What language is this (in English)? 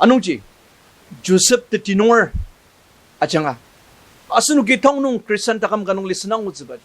Ao Naga